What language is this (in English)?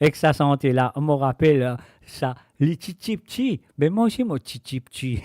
Morisyen